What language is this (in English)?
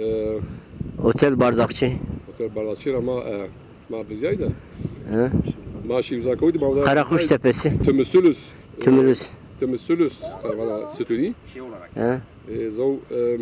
Zaza